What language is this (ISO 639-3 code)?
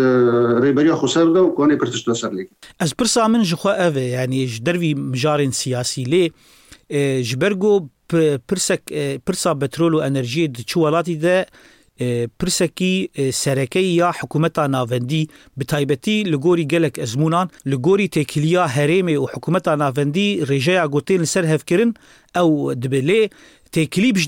kur